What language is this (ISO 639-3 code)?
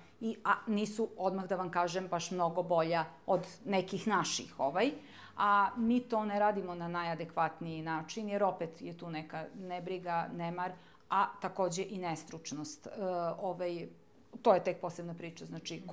srp